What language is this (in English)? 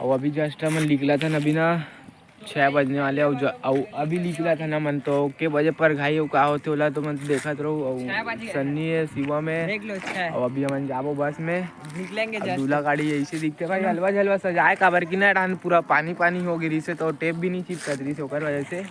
Chhattisgarhi